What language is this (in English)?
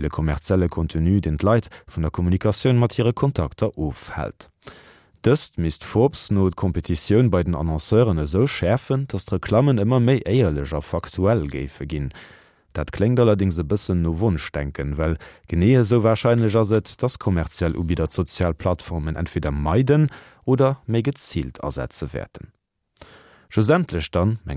Luxembourgish